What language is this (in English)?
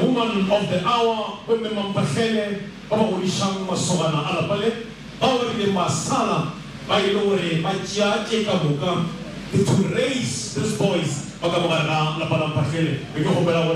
Northern Sotho